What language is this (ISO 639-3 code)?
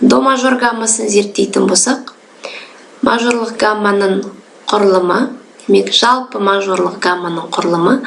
kaz